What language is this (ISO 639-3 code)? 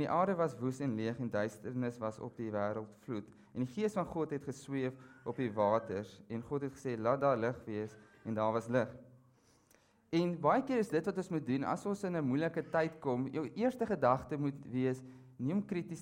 afr